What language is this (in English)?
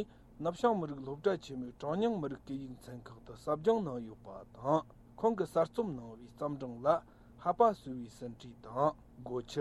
Tibetan